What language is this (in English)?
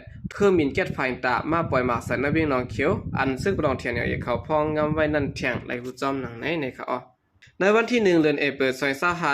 Shan